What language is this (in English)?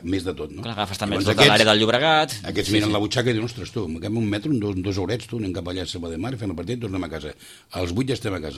Catalan